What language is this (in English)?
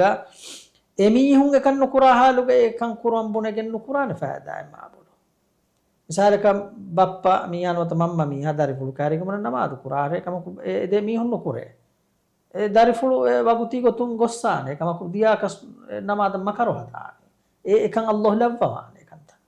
Divehi